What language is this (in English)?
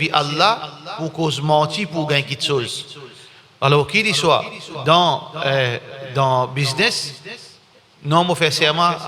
Morisyen